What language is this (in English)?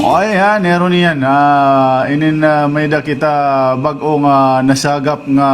Waray